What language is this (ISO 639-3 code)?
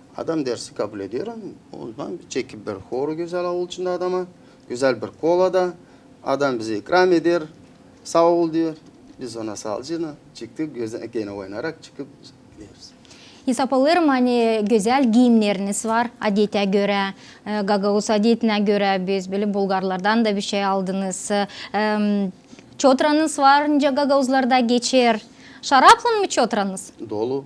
gag